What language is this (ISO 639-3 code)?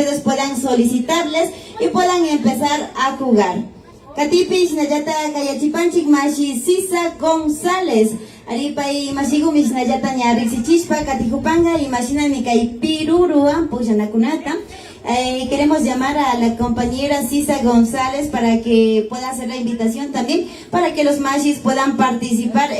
qvi